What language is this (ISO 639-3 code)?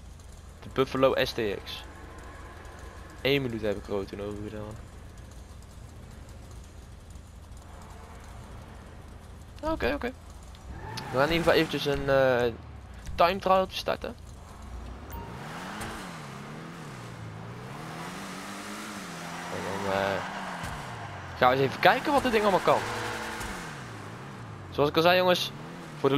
nld